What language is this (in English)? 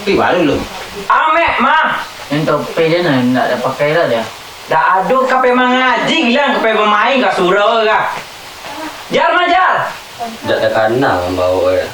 Minangkabau